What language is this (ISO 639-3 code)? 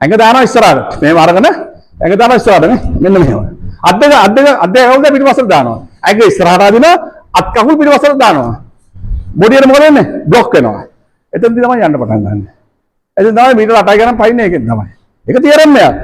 sin